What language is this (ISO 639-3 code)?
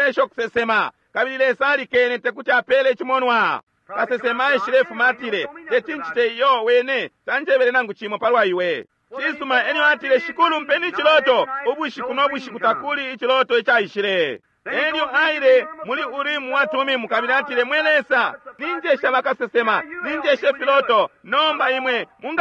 bem